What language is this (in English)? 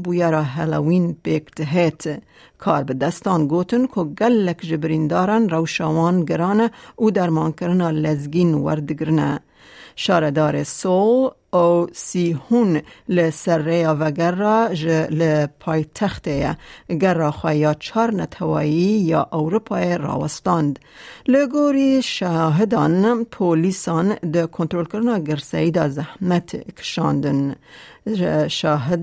Kurdish